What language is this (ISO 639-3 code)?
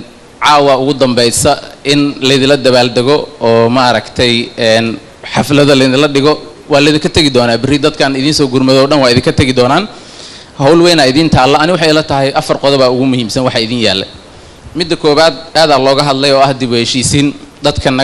som